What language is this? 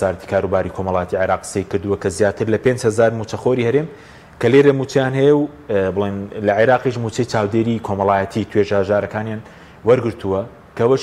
Central Kurdish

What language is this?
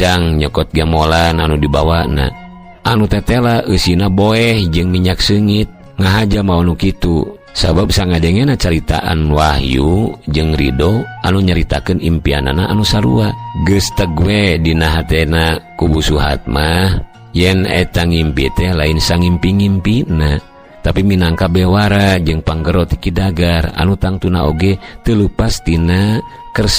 Sundanese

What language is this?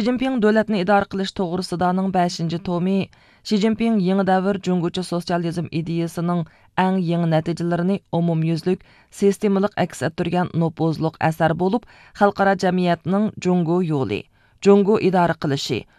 Uyghur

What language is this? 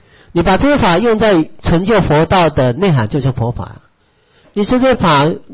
Chinese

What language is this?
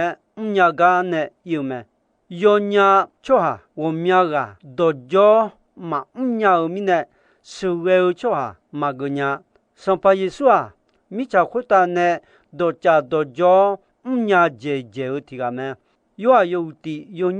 Akha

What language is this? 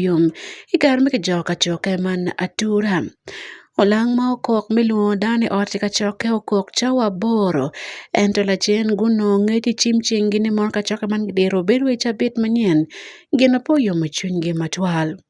Acoli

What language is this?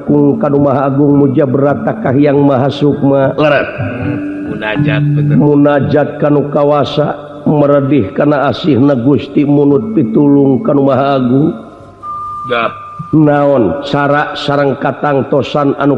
Sundanese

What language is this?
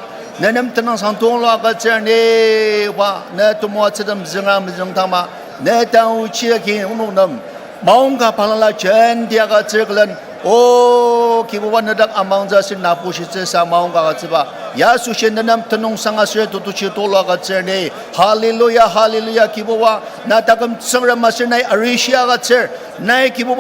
Ao Naga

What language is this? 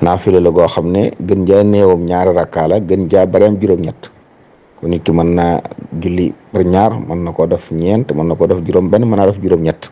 Wolof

